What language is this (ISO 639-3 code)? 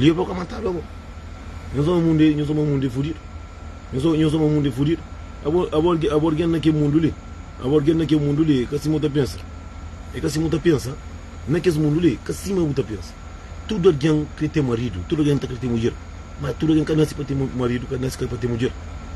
kea